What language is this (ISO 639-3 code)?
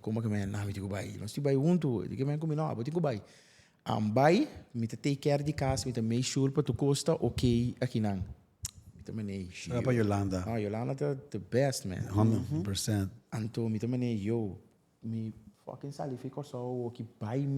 pap